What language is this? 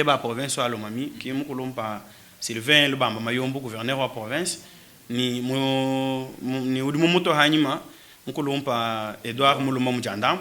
Luba-Lulua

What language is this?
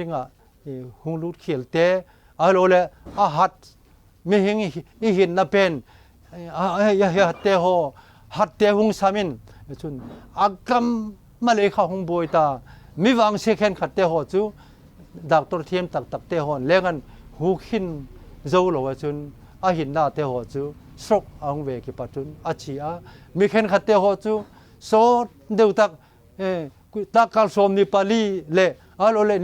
Vaiphei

